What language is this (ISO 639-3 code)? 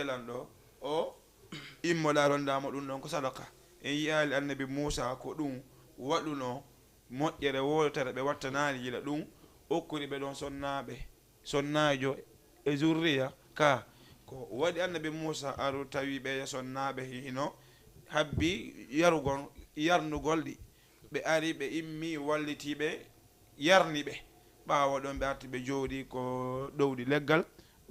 ful